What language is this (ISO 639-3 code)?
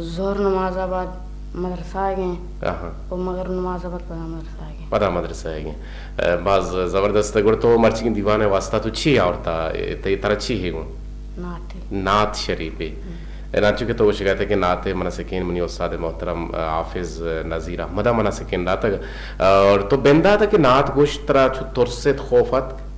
bgp